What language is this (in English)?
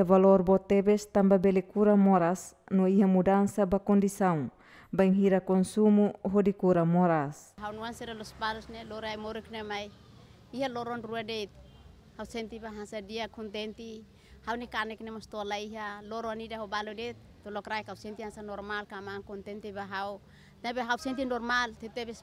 Tetum